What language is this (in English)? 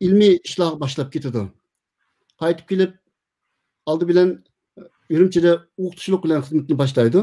Uyghur